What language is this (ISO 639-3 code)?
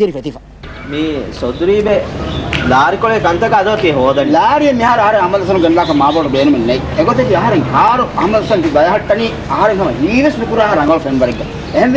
div